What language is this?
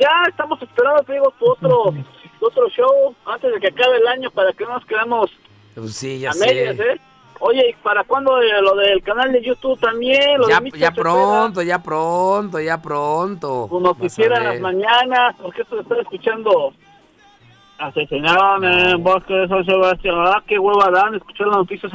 Spanish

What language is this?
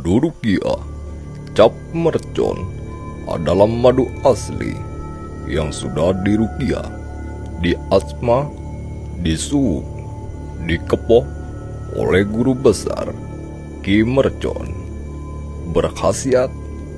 Indonesian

